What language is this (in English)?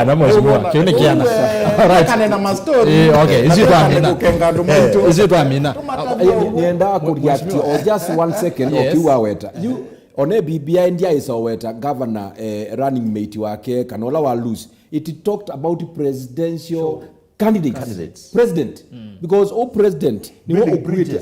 Kamba